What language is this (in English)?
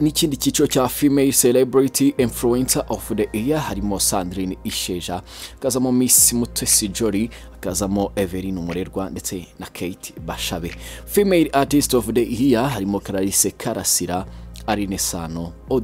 Kinyarwanda